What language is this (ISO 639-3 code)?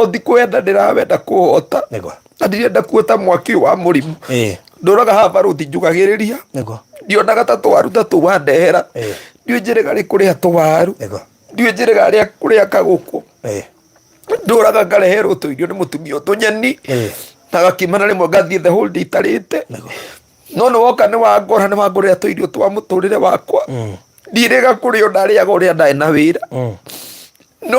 kik